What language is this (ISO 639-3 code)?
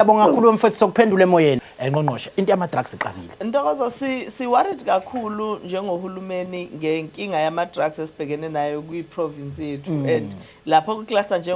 zul